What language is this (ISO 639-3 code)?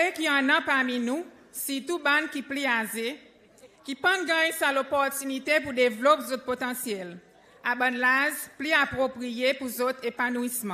crs